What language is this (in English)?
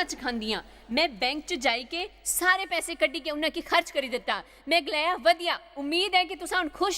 Dogri